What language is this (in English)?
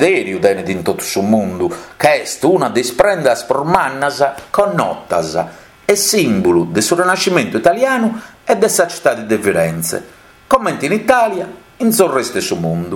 Sardinian